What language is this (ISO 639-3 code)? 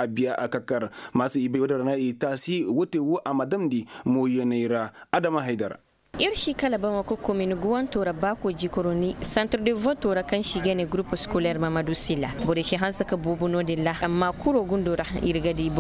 ses